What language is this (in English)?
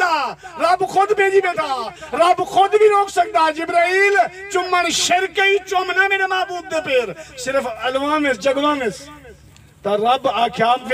Saraiki